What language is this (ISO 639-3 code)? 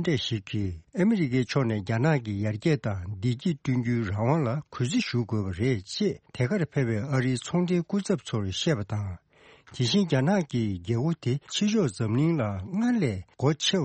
bod